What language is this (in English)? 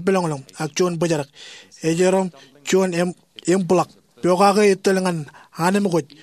Marshallese